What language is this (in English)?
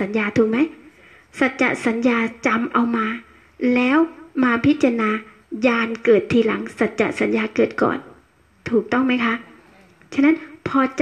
Thai